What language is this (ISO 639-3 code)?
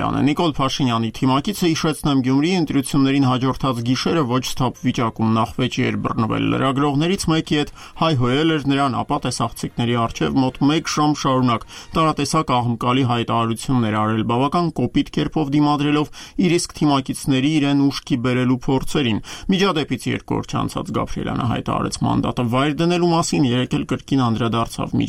hye